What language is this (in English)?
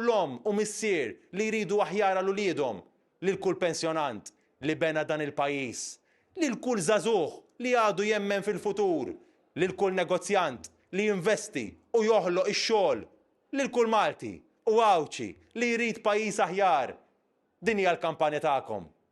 Maltese